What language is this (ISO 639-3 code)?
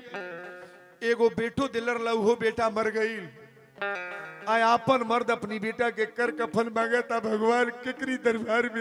bho